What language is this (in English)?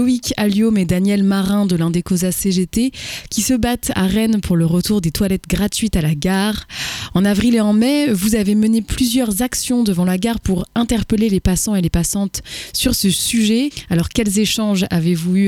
French